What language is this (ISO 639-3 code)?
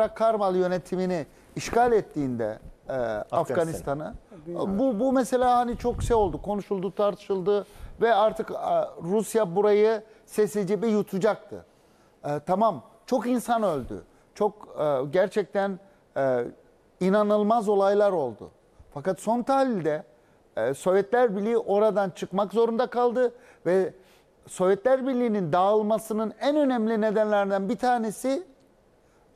tur